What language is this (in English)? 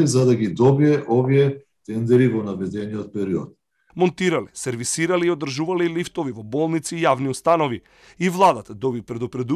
Macedonian